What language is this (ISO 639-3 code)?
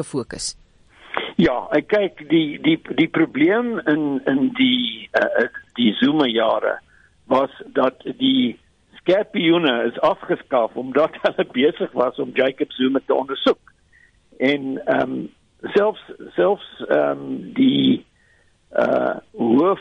afr